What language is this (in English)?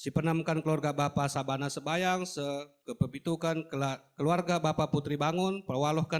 Batak Karo